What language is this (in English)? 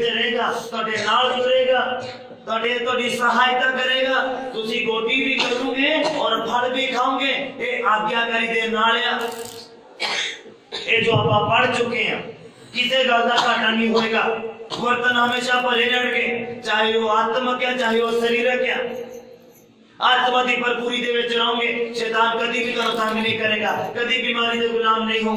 Punjabi